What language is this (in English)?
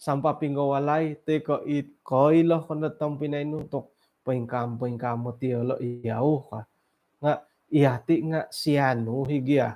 Central Dusun